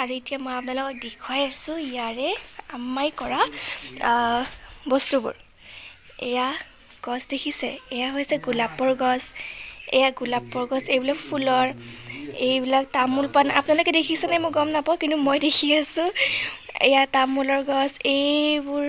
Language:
Assamese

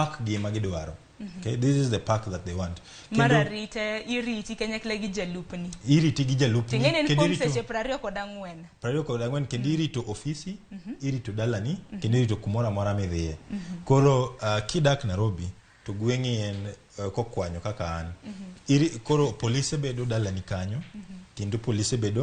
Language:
Luo (Kenya and Tanzania)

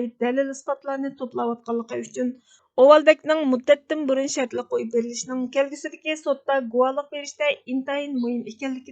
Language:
Uyghur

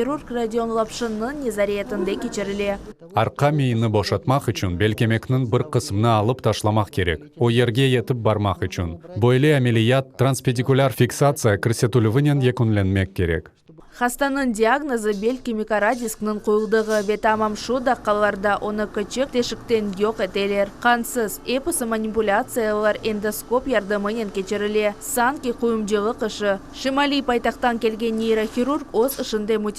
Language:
Crimean Tatar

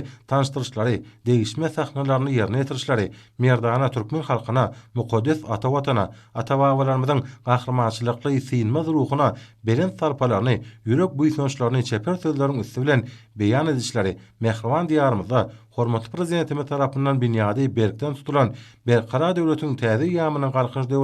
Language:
Turkmen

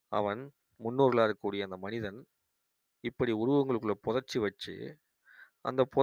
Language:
Tamil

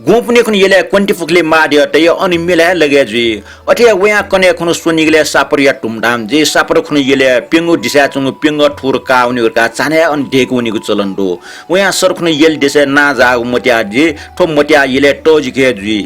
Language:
Newari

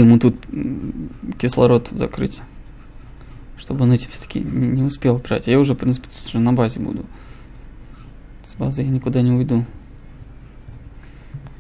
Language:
Russian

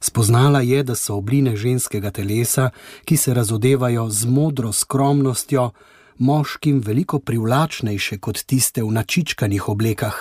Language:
Slovenian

